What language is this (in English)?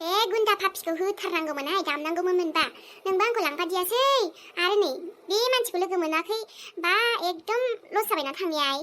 Bodo